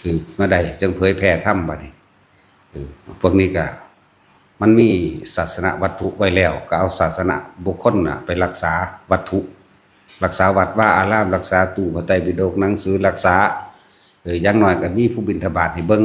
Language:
Northeastern Thai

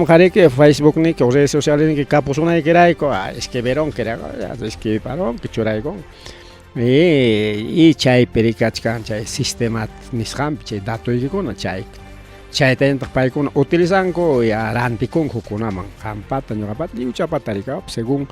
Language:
Ayacucho Quechua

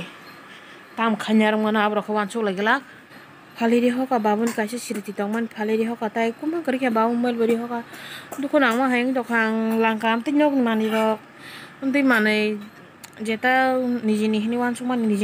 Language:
Kok Borok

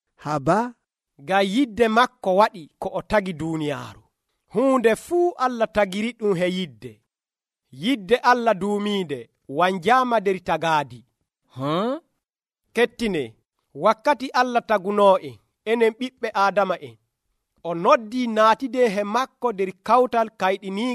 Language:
Nigerian Fulfulde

